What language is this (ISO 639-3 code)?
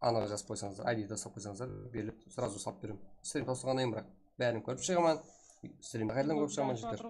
kaa